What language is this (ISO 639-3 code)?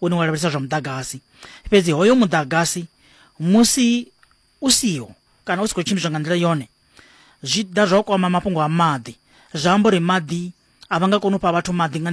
ven